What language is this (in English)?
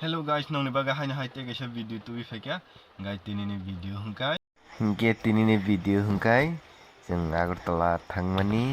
Kok Borok